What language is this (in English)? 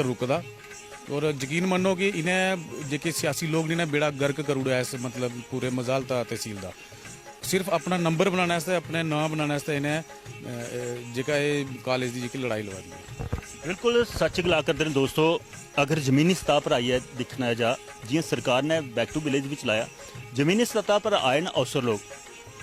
Dogri